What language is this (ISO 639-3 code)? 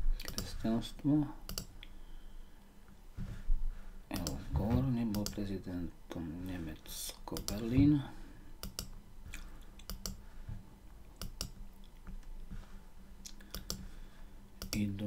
slk